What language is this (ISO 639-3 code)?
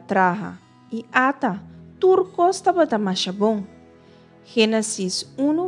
pap